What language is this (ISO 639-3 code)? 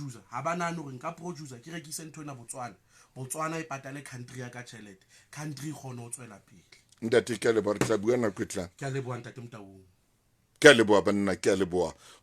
sot